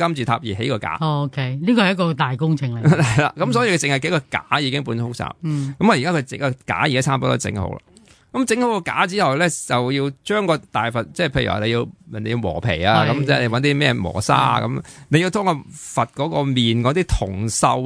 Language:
Cantonese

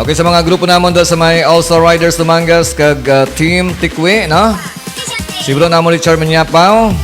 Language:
Hiligaynon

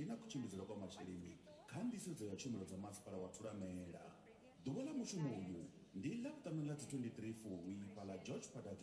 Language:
Venda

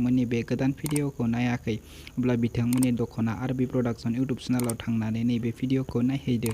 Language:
Bodo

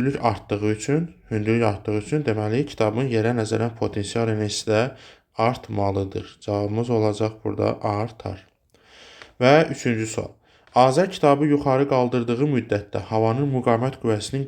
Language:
Azerbaijani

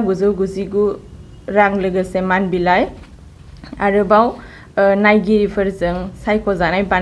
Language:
Bodo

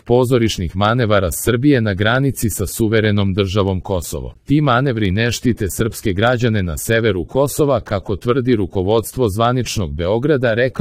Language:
Serbian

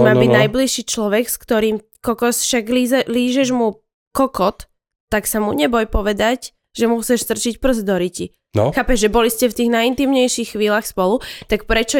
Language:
Slovak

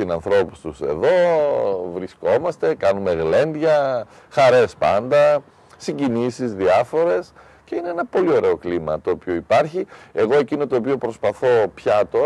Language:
Greek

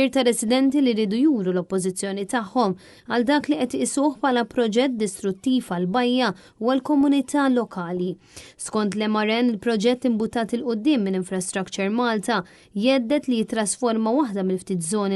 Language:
Maltese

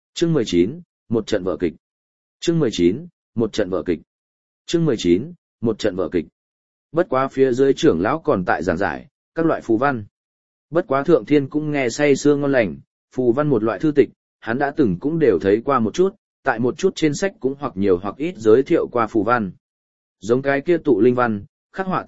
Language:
Vietnamese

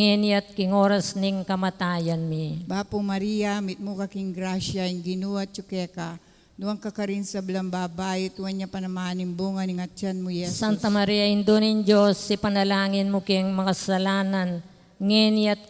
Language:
Pampanga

